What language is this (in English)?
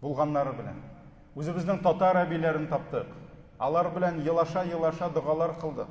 Tatar